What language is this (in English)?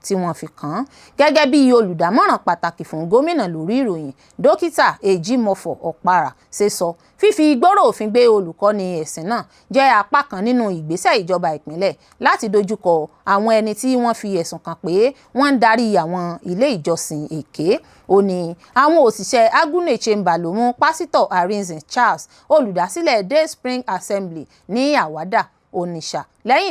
Yoruba